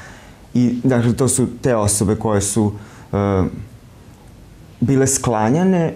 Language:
Serbian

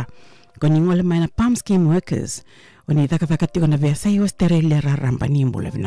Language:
Fijian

